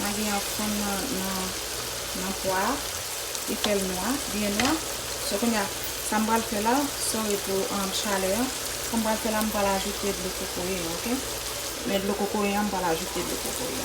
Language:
Haitian Creole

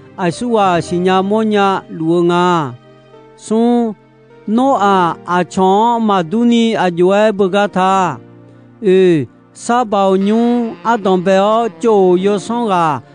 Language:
Akha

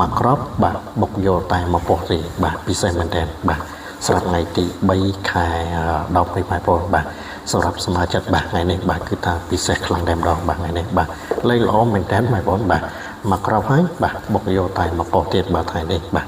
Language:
Khmer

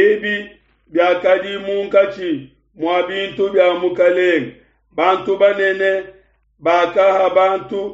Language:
Luba-Lulua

